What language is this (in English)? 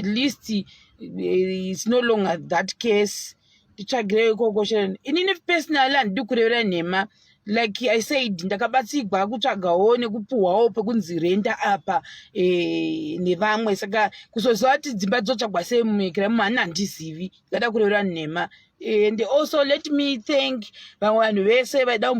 Shona